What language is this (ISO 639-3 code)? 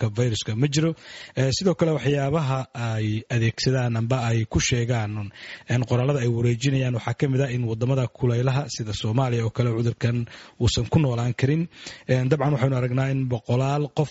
som